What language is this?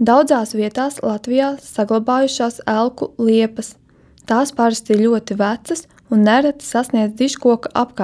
Latvian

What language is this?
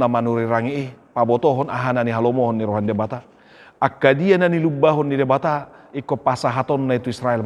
Batak Toba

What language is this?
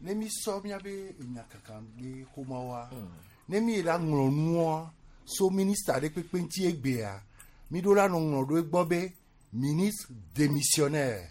Gen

